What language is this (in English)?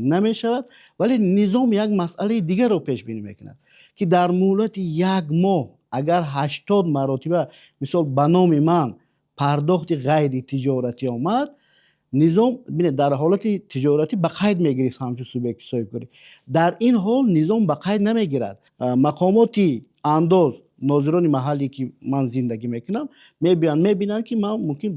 Tajik